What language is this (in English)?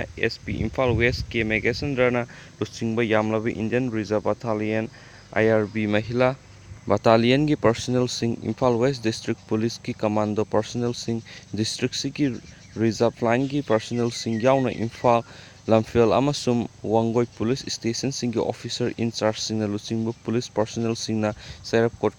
Manipuri